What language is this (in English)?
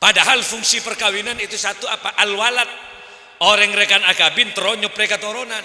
Madurese